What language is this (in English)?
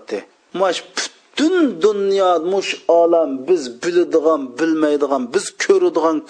Uyghur